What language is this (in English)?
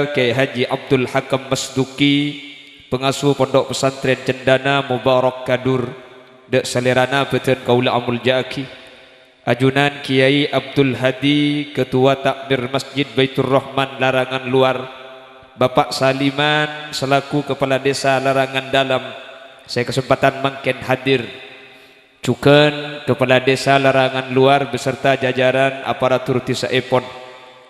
Madurese